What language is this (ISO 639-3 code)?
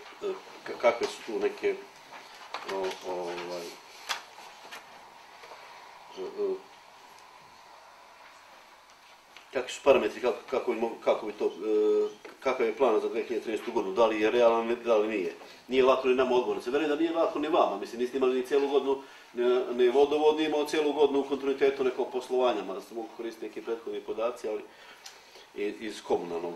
srp